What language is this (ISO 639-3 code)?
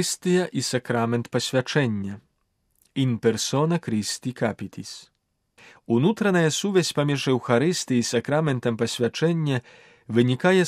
bel